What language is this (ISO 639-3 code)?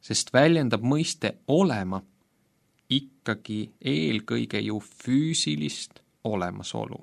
est